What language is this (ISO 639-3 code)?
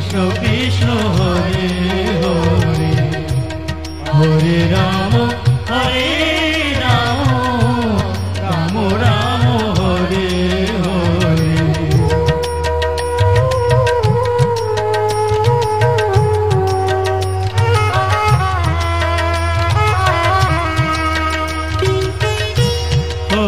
ben